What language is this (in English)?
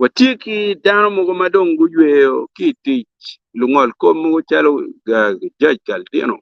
Acoli